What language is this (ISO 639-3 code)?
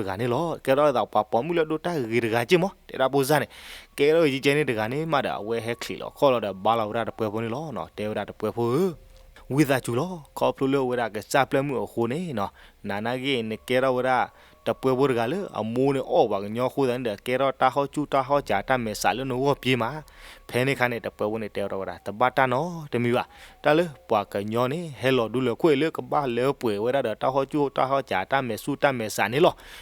ksw